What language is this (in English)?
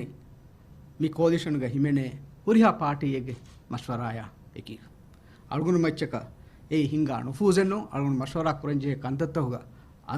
Divehi